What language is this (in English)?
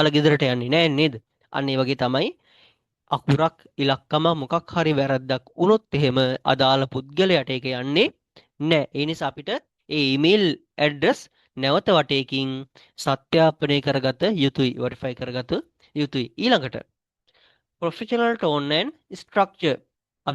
Sinhala